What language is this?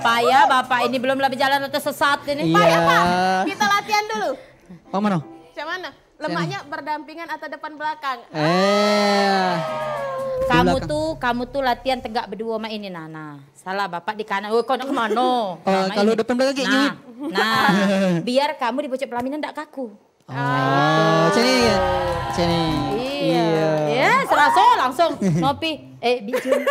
Musi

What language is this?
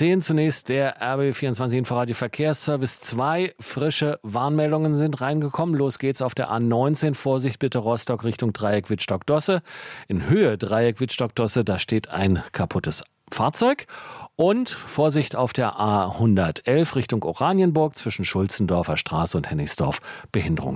German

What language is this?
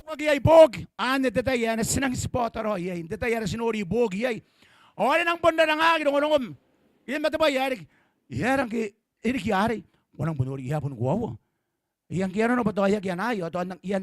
Gilbertese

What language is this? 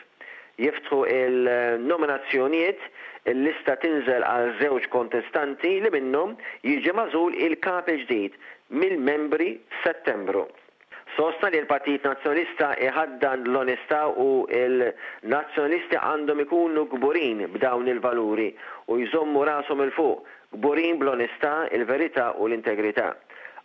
Maltese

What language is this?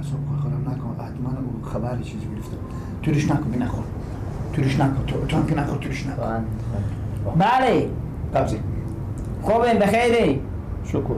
Persian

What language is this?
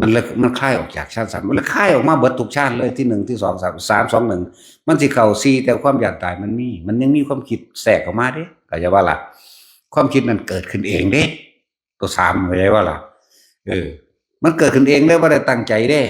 Northeastern Thai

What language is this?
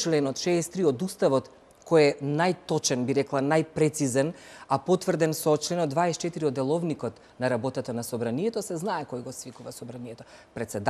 Macedonian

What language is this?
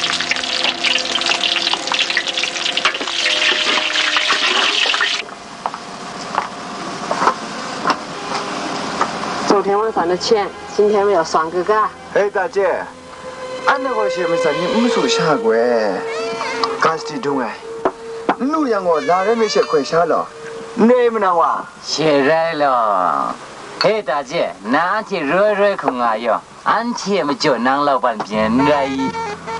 Kachin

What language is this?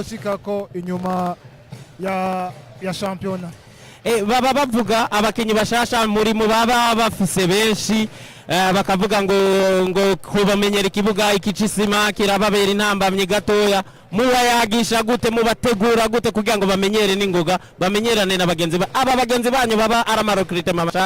Rundi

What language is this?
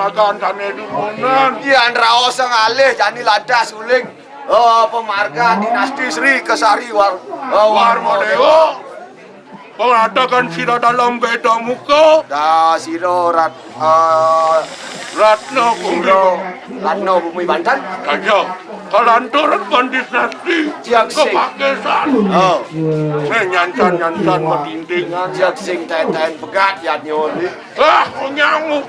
Balinese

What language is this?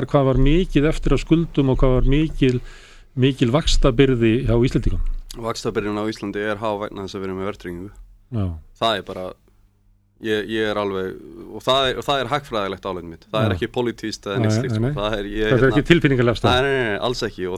Icelandic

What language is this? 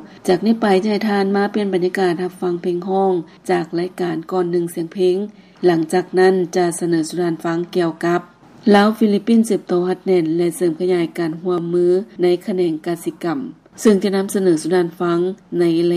Lao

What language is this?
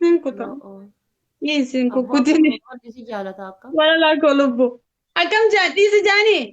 Oromo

